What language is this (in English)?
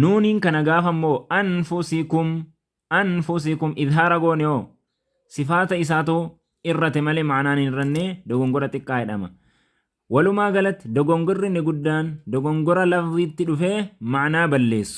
Oromo